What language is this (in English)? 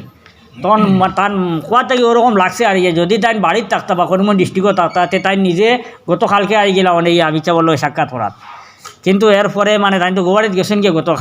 Sylheti